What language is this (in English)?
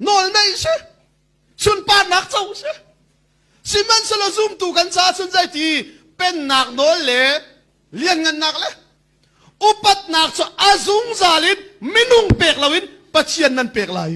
Hakha Chin